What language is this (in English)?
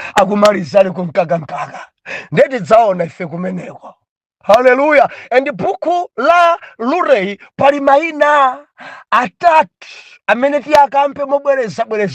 Nyanja